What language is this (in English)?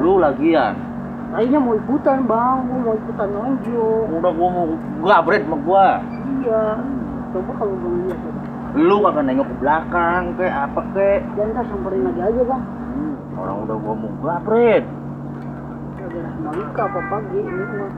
Betawi